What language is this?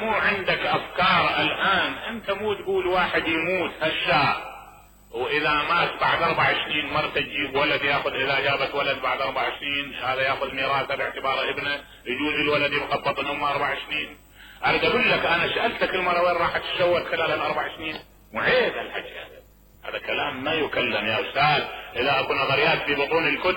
Mesopotamian Arabic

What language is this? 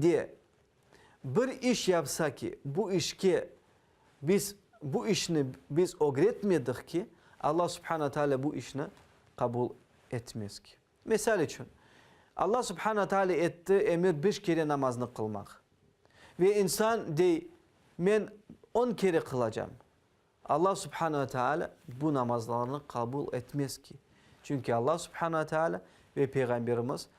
Crimean Tatar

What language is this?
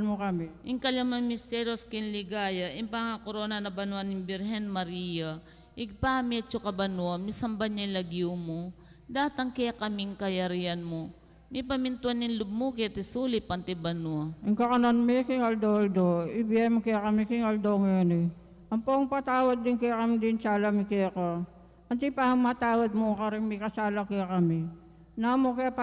Pampanga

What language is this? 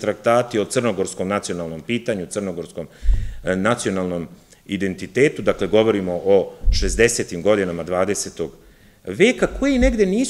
Serbian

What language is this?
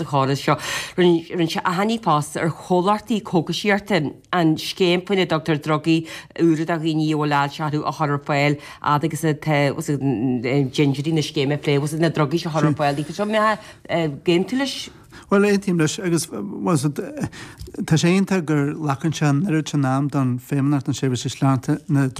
Irish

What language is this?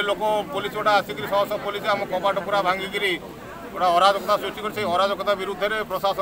Odia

